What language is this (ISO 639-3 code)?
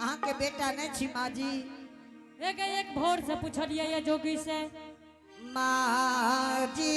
anp